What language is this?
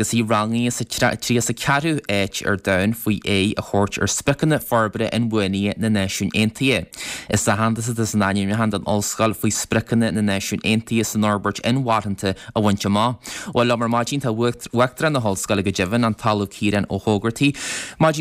Irish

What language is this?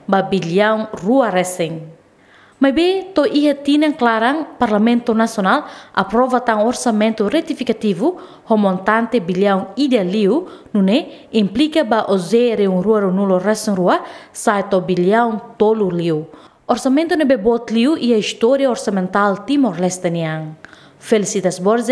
Tetum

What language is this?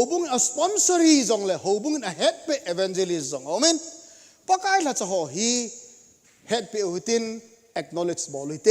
Thado Chin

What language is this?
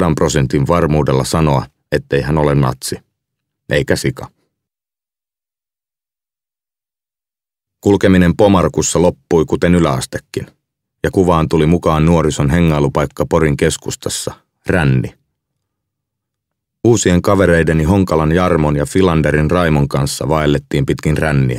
Finnish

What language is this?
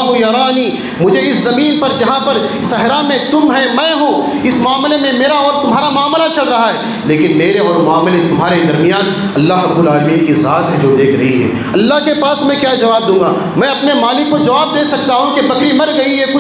Urdu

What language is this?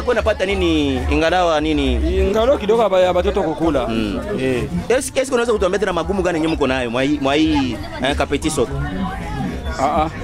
Swahili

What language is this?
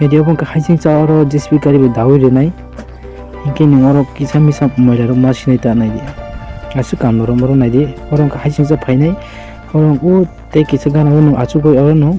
Kok Borok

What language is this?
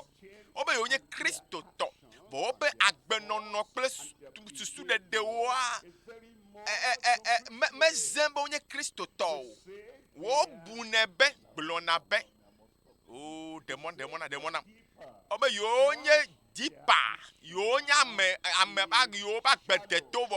Ewe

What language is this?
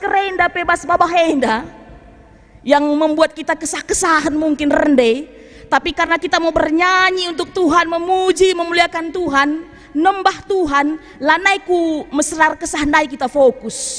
Batak Karo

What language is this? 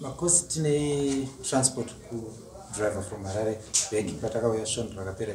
Shona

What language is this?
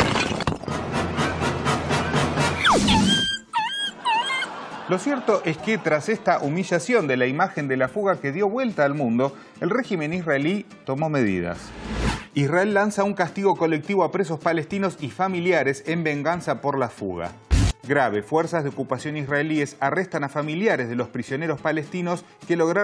Spanish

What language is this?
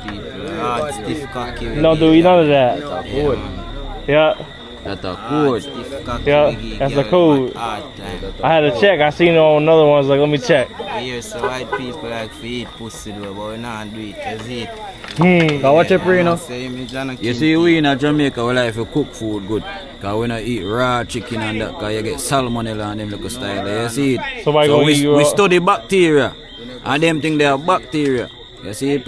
Jamaican Creole English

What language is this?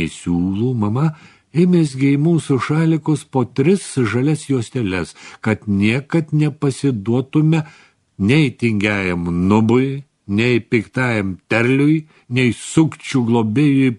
Lithuanian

